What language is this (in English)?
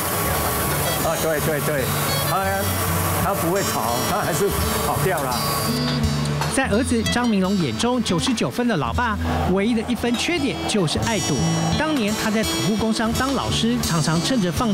Chinese